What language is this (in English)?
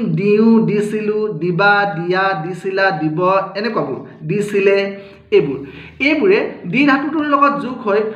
Assamese